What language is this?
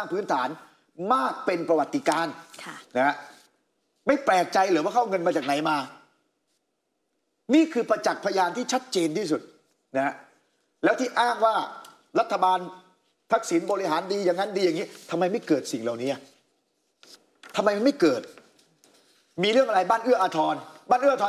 Thai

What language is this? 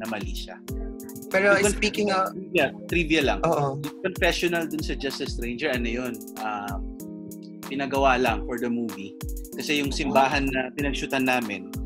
Filipino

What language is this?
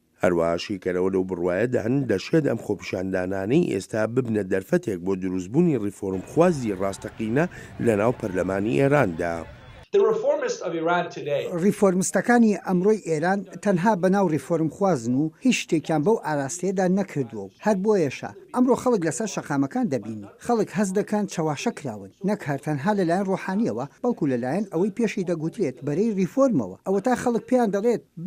Central Kurdish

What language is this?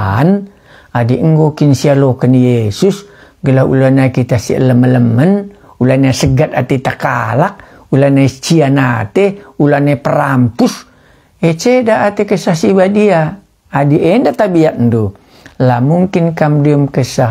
Batak Karo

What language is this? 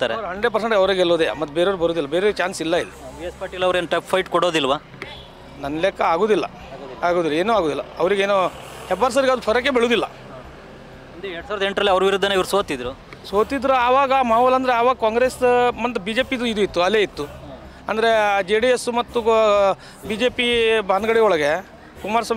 Kannada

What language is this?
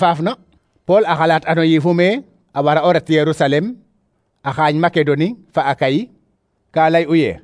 Serer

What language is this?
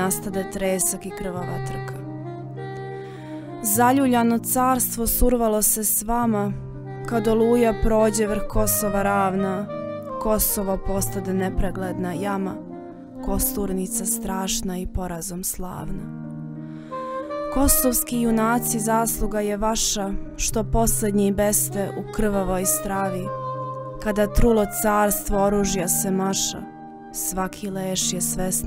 Serbian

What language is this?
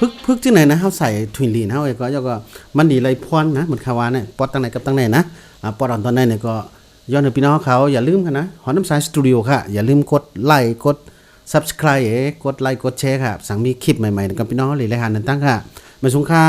Shan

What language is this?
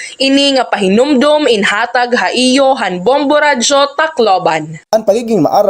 Waray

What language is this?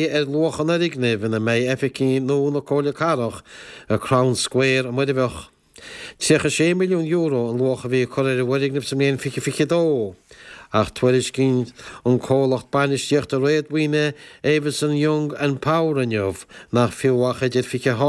Irish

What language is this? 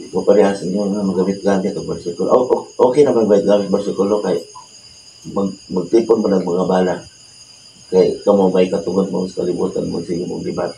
Cebuano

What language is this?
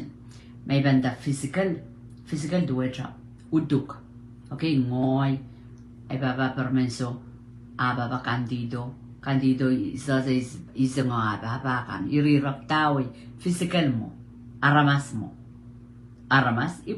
Pohnpeian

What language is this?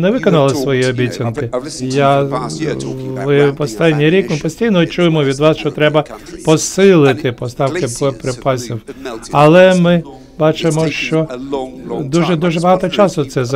Ukrainian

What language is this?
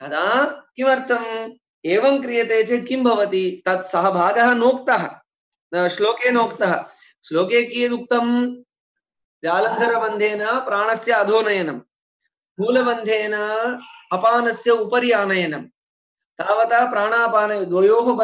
Sanskrit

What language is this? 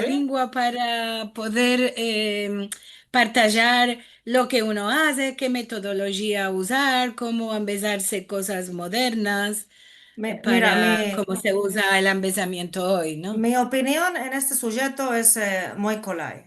Ladino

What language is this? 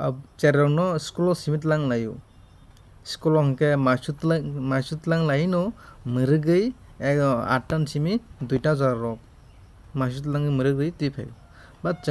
Kok Borok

